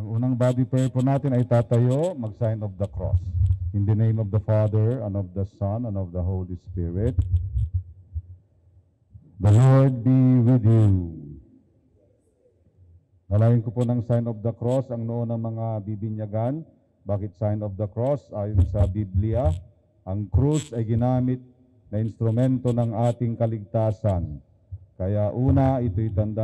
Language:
Filipino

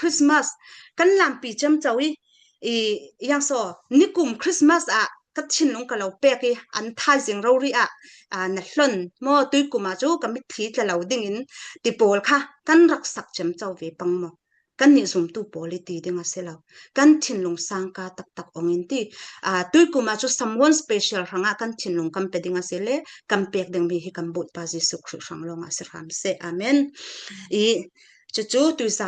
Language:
Falam Chin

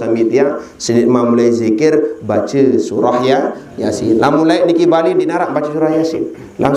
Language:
Sasak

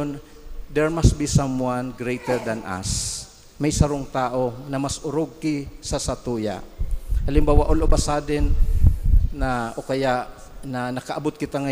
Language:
Bikol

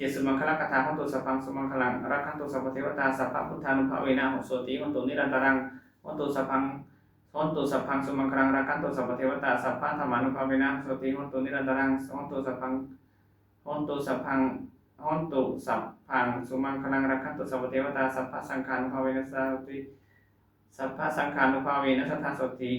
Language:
Pali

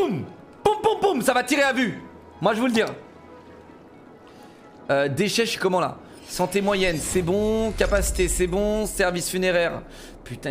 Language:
French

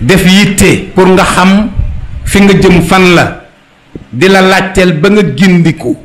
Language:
Wolof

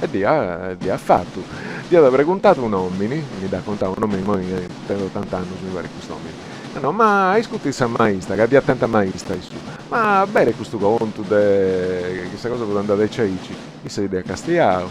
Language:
Sardinian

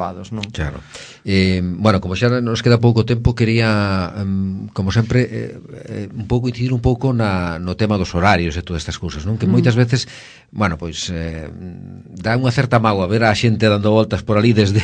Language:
Galician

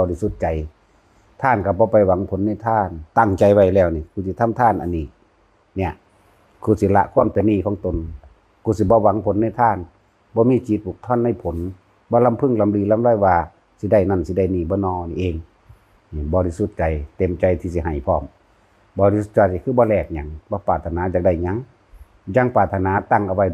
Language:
Lao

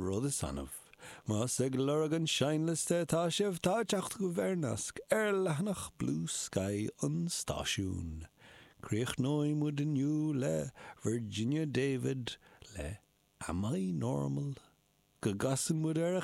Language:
Irish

